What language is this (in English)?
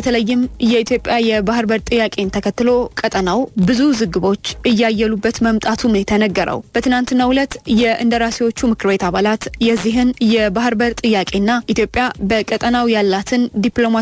Amharic